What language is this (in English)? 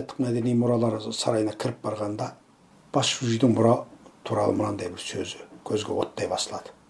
Kazakh